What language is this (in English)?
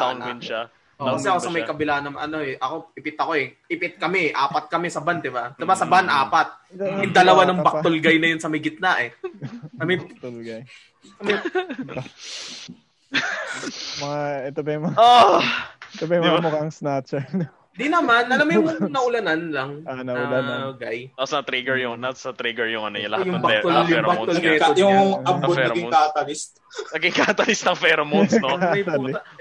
Filipino